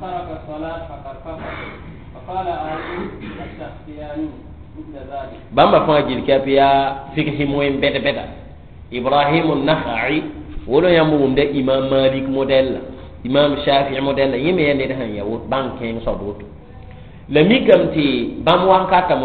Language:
Mossi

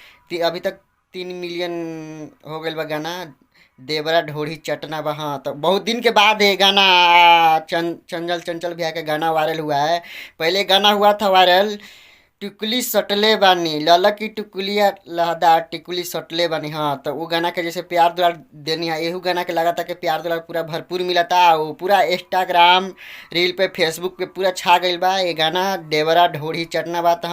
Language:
Bhojpuri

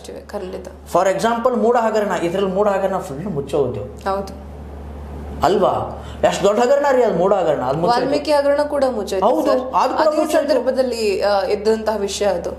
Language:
Kannada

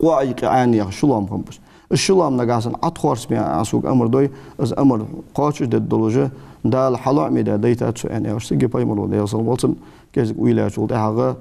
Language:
Ingush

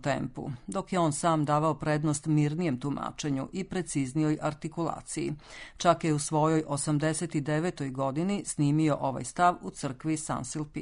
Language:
Serbian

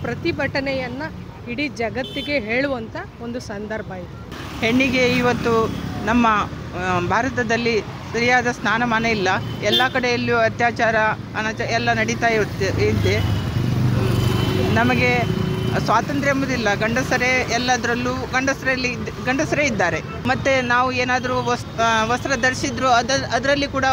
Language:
Kannada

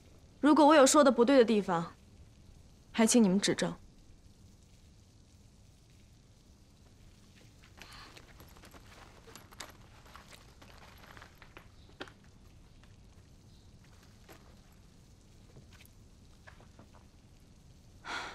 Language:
Chinese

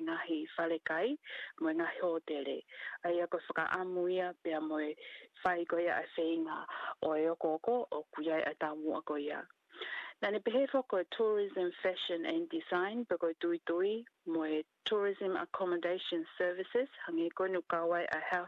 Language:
Tongan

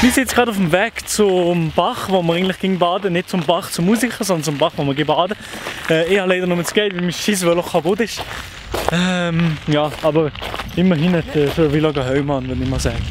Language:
Swiss German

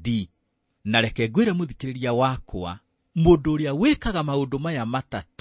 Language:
Kikuyu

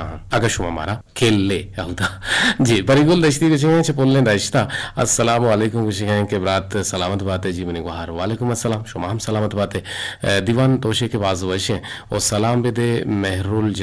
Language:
Eastern Balochi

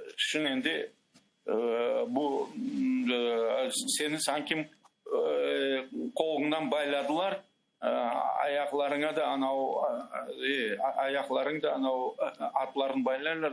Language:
Crimean Tatar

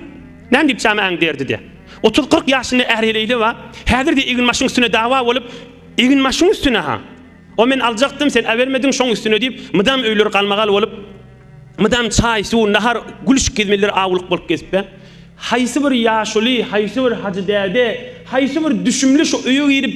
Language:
Turkmen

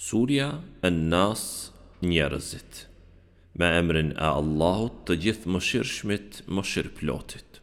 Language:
Albanian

